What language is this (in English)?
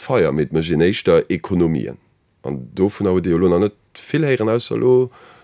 Luxembourgish